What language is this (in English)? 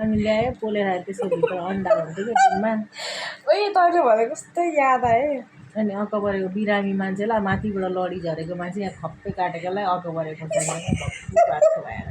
Nepali